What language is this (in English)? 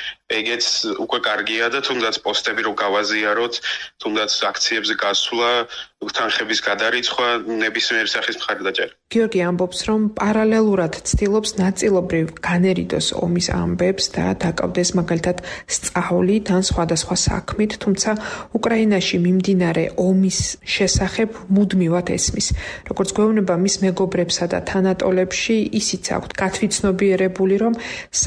Georgian